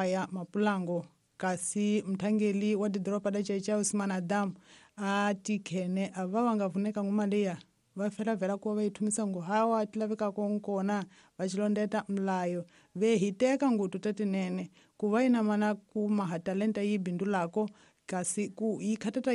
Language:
Tsonga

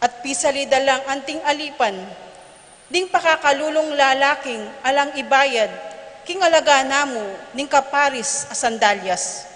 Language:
Pampanga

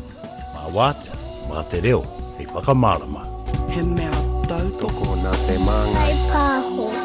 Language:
Māori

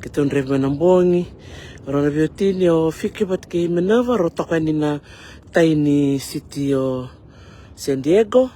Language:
Fijian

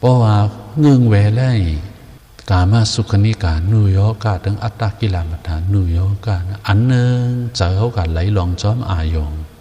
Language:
Shan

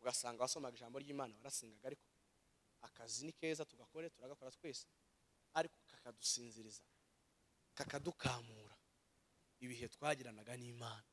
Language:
Kinyarwanda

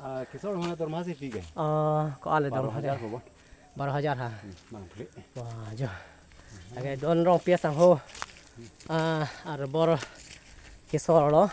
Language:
Karbi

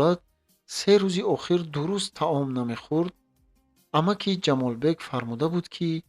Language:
Tajik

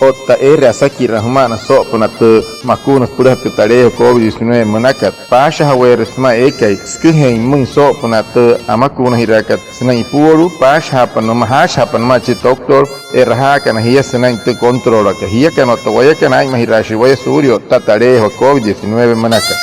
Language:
Wayuu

